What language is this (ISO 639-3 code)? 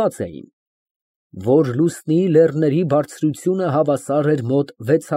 hye